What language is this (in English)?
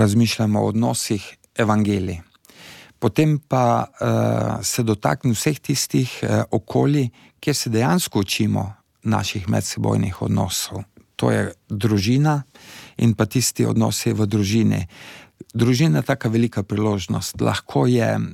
Slovenian